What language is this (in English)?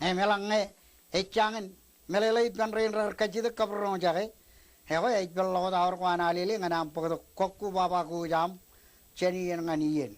Marshallese